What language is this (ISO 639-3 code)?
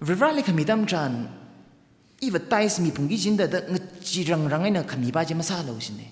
nmf